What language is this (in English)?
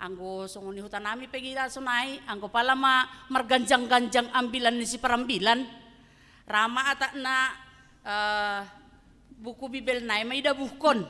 Batak Simalungun